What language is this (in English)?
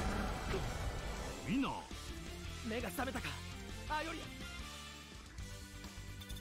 Japanese